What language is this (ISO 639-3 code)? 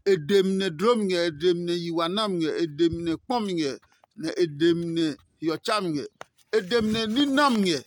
ada